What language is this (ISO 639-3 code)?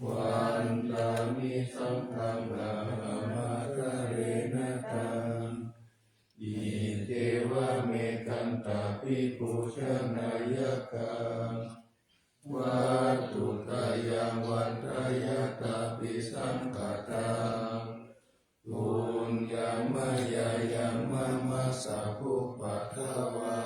pli